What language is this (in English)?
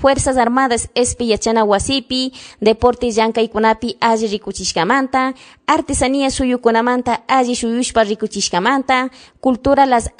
Chimborazo Highland Quichua